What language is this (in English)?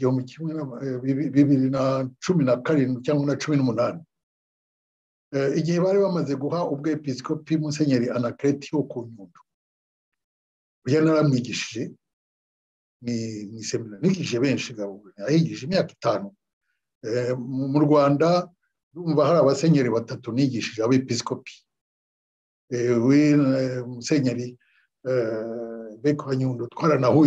Kinyarwanda